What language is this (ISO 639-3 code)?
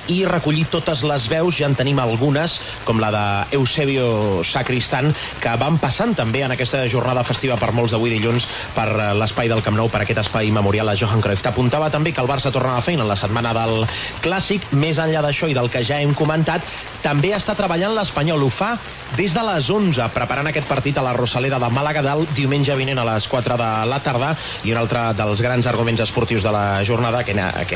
cat